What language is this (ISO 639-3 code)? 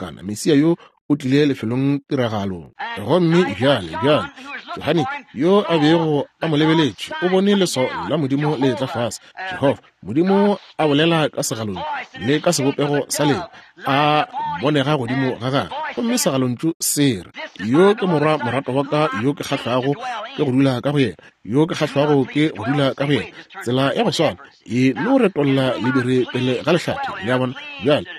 nso